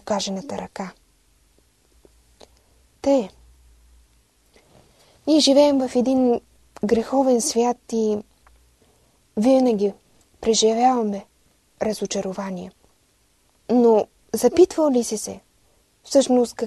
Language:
Bulgarian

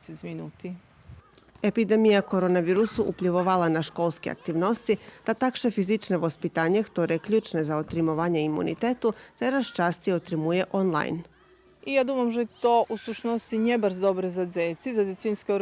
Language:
Rusyn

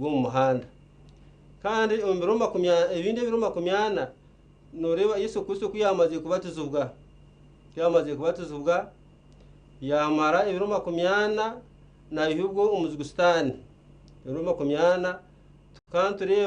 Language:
Nyankole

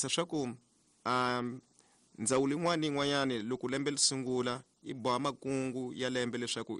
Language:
Tsonga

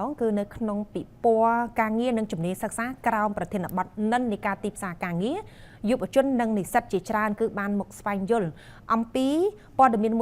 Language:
Khmer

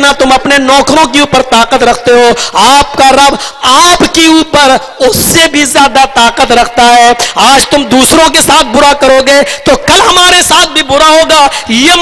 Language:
Urdu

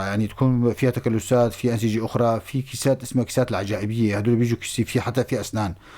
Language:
North Levantine Arabic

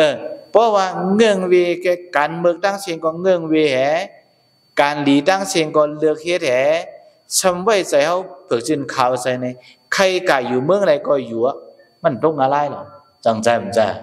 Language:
Shan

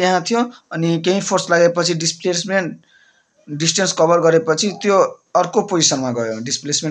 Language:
Nepali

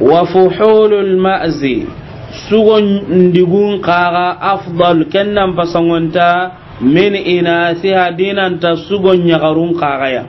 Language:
Soninke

